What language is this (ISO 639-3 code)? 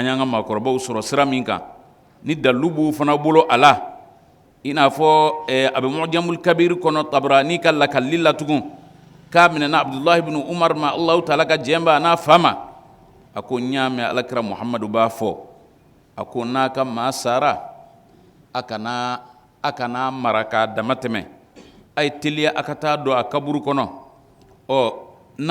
bam